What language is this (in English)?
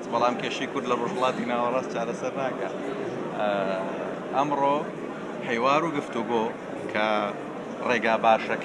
Central Kurdish